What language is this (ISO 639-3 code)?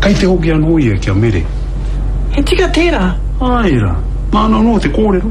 mri